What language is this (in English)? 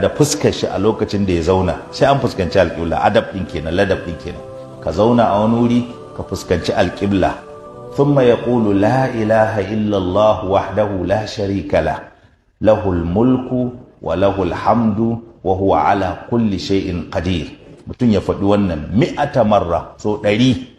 Hausa